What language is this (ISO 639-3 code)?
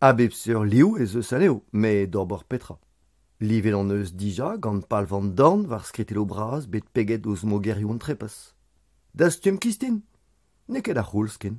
bre